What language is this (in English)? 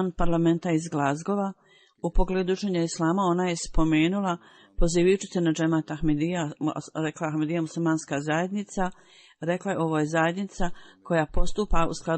Bosnian